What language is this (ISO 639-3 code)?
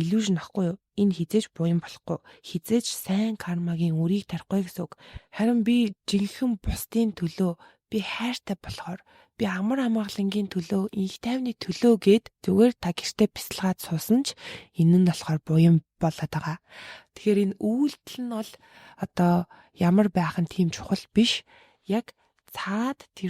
mon